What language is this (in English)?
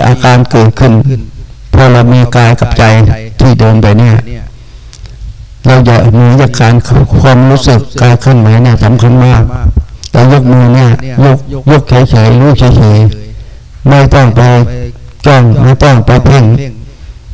Thai